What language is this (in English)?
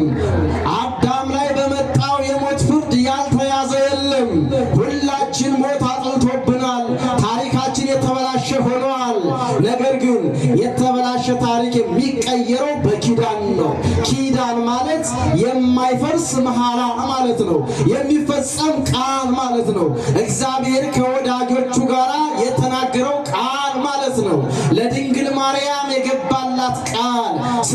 Amharic